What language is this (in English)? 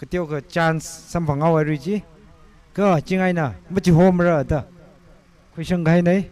Tangkhul Naga (India)